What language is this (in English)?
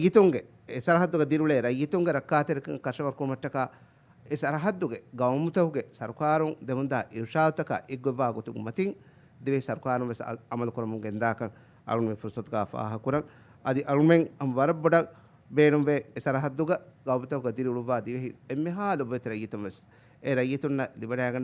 Divehi